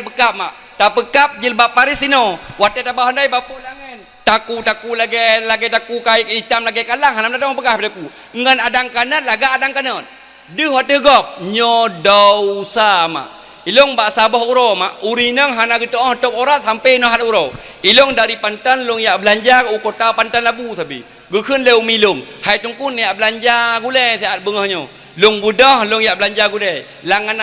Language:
Achinese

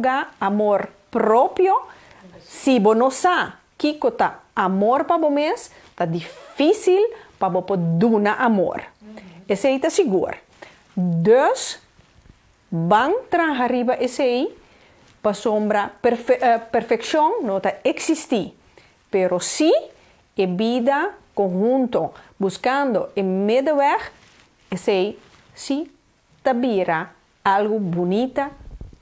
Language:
Papiamento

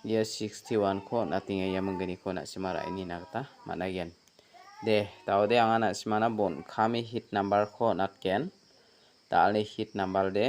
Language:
Garo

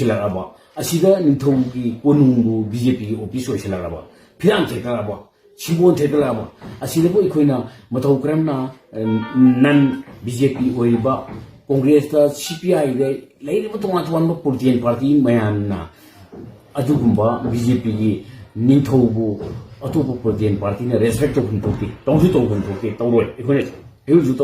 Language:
Manipuri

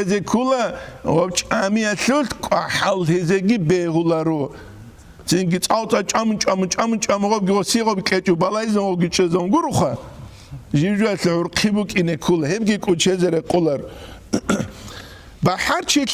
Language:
Avaric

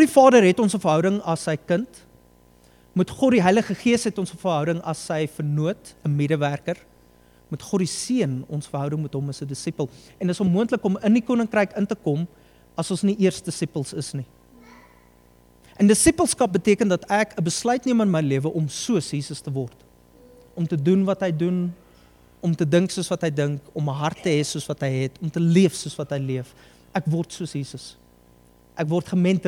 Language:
Afrikaans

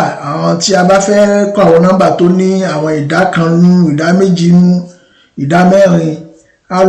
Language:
Yoruba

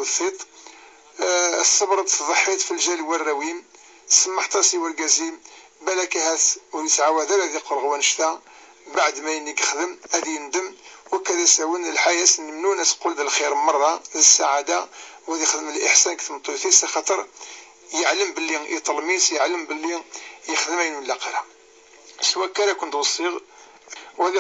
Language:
Kabyle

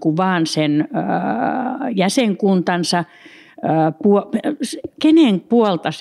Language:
Finnish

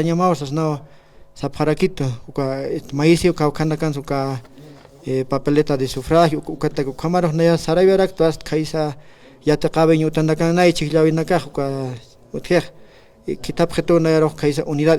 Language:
Aymara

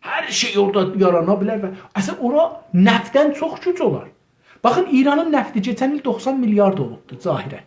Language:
South Azerbaijani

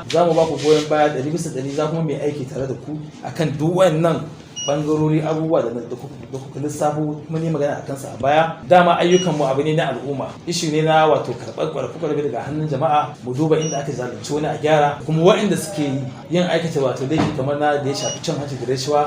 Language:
Hausa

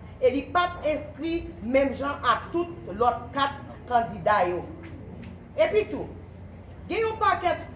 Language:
Haitian Creole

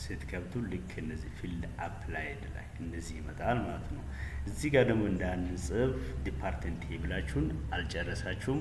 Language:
Amharic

